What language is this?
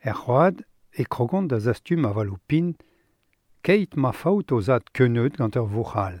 Breton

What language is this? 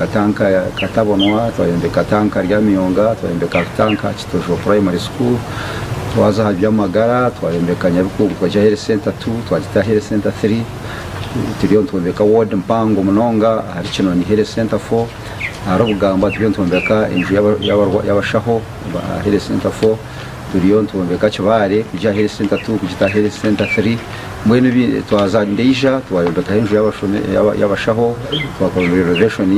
Nyankole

